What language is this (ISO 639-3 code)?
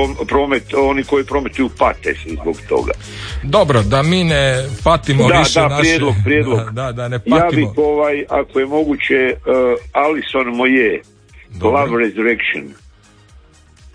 hrv